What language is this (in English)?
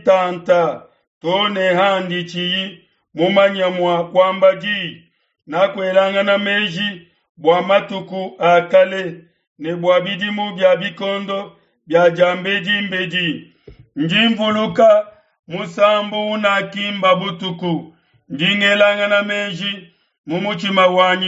Luba-Lulua